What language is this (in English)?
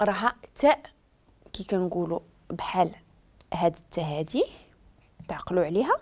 Moroccan Arabic